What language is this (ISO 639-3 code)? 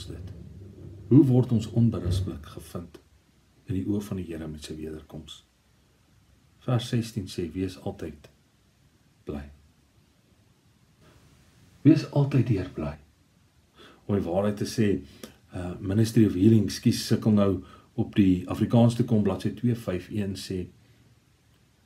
afr